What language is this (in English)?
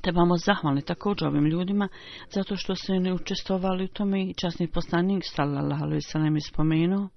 Bosnian